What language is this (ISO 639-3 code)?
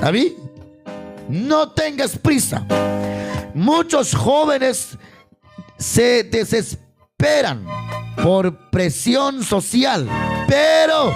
kek